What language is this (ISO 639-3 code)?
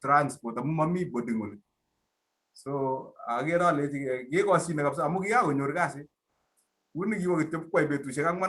kln